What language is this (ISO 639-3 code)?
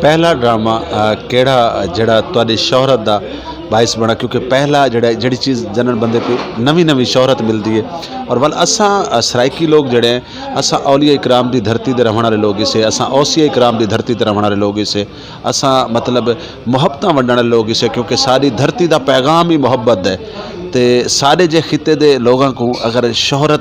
skr